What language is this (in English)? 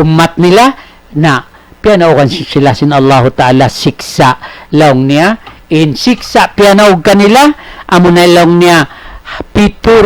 Tausug